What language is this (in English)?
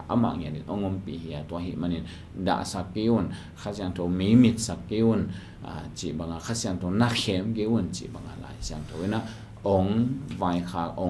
Tedim Chin